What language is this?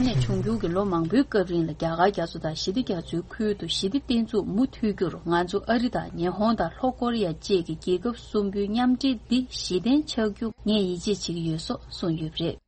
Tibetan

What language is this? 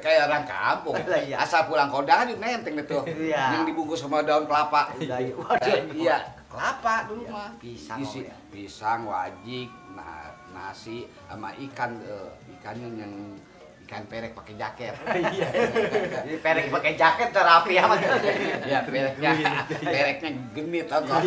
Betawi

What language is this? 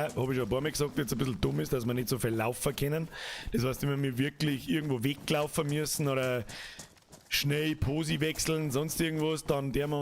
Bavarian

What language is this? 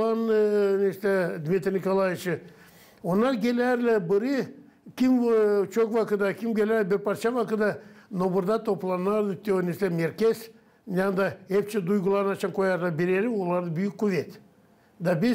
Gagauz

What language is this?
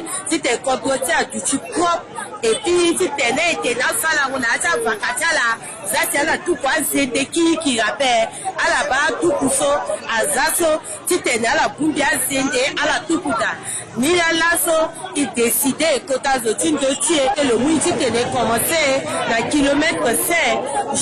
Sango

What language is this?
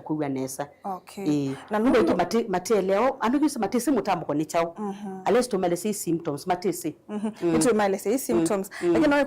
Kamba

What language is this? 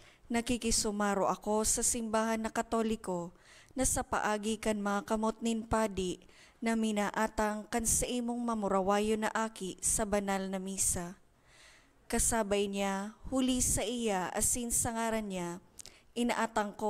Bikol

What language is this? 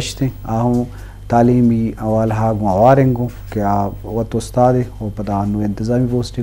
Eastern Balochi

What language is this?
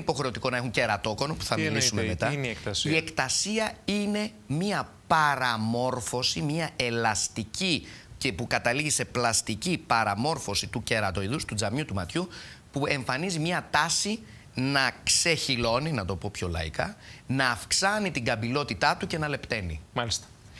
Greek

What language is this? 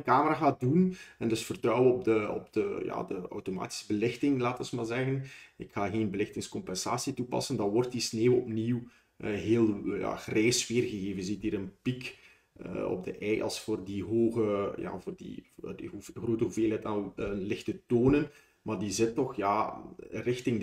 Dutch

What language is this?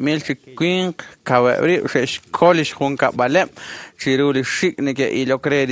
Kekchí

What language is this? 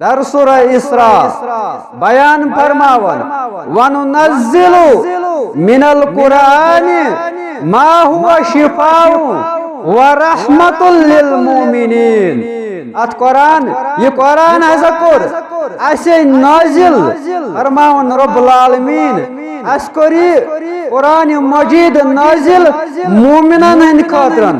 Kashmiri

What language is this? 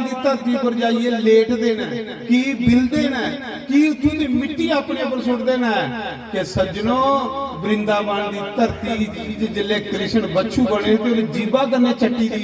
Dogri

